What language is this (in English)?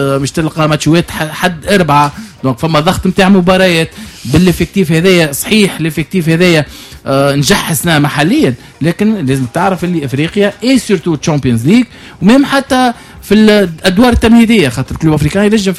Tunisian Arabic